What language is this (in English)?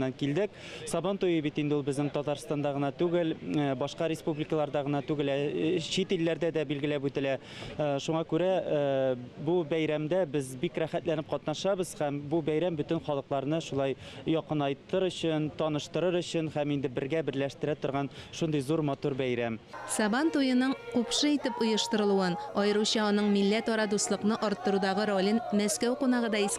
Tatar